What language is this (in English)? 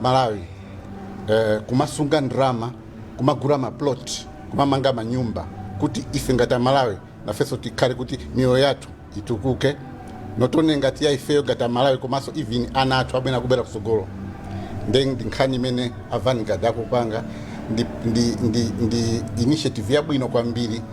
Nyanja